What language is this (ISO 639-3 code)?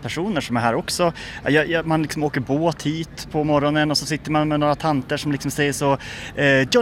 swe